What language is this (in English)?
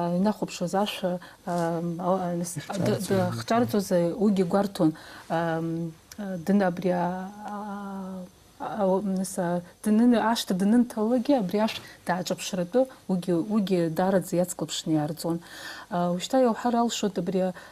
Abkhazian